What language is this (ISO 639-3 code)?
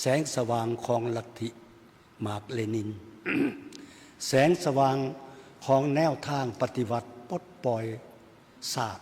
lao